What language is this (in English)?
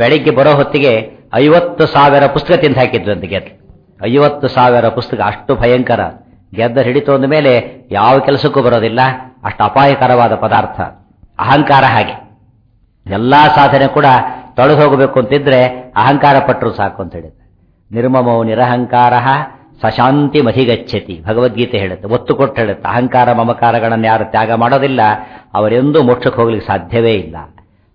Kannada